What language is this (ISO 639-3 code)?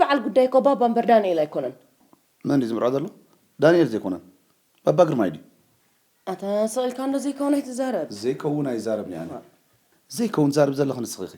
tir